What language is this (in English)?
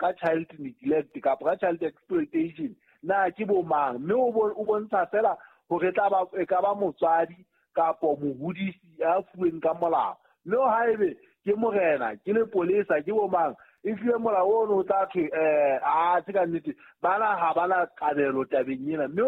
Southern Sotho